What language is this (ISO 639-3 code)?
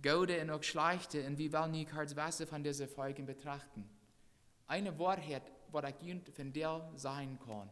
pdt